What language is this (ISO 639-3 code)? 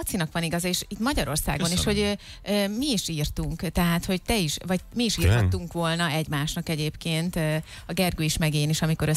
hun